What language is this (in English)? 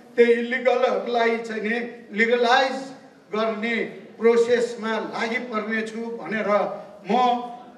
Nepali